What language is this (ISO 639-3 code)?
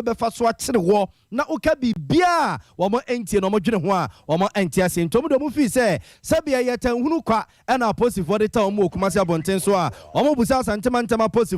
aka